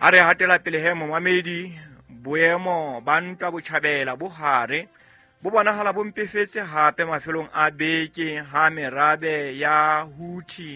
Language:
Southern Sotho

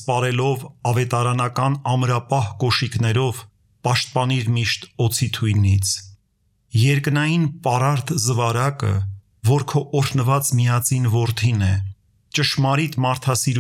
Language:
Armenian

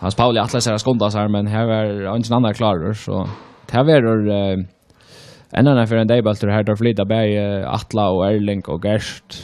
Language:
Faroese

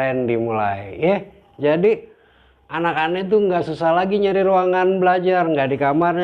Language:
Betawi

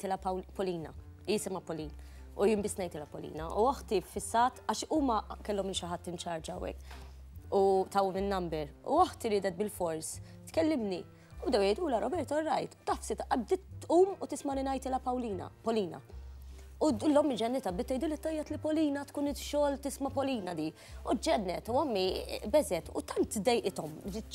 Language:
Maltese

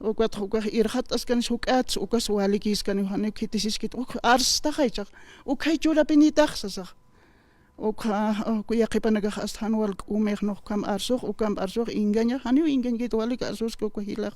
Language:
Aymara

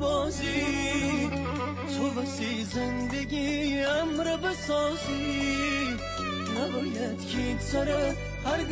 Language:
Gilaki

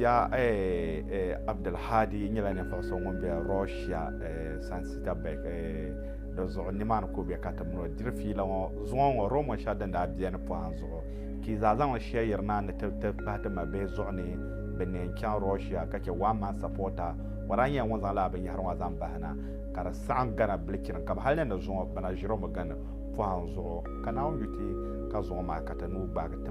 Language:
Dagbani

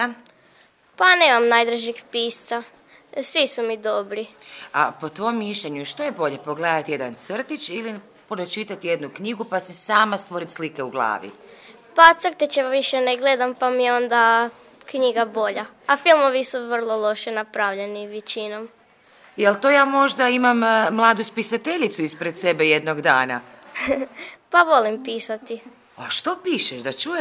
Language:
Croatian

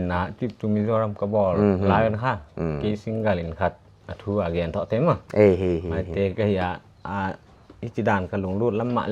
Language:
Paite Chin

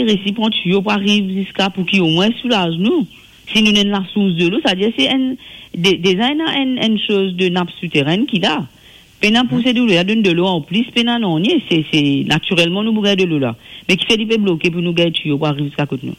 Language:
Morisyen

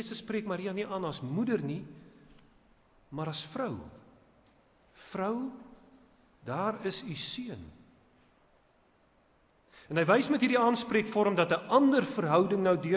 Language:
Afrikaans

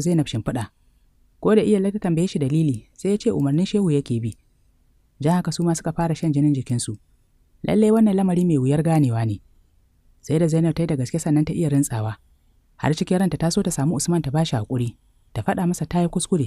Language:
Hausa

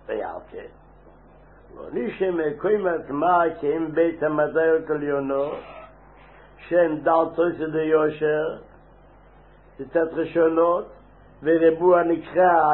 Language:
Hebrew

